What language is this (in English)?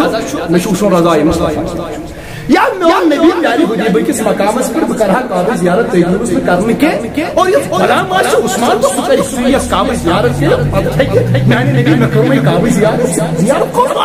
Kashmiri